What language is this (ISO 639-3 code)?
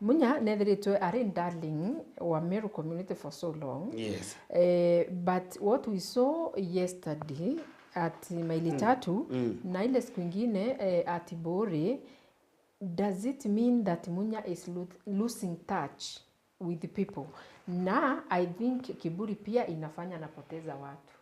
mer